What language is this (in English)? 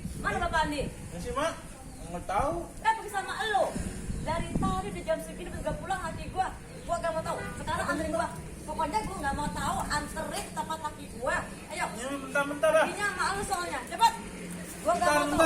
Betawi